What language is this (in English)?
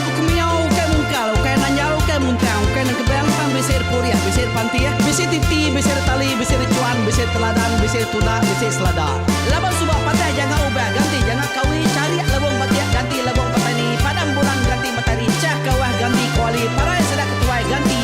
Iban